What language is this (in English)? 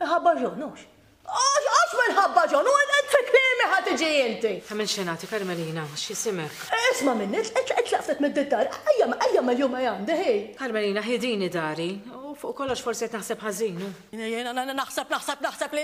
Maltese